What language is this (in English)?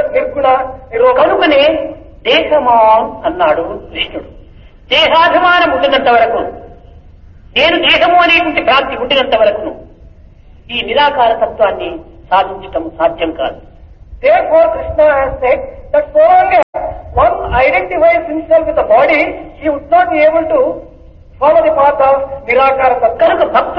Telugu